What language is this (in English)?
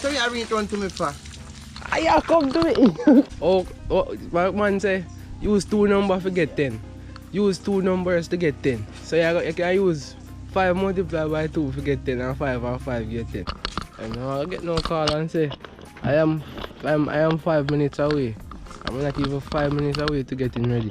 Jamaican Creole English